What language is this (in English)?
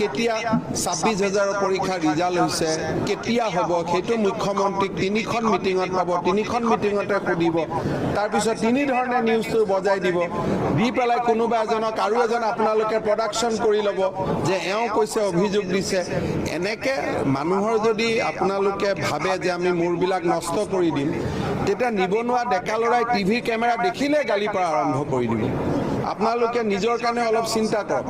Assamese